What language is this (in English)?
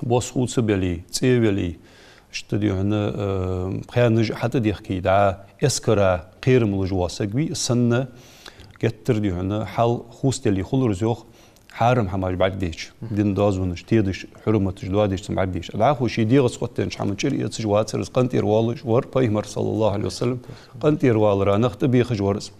Ingush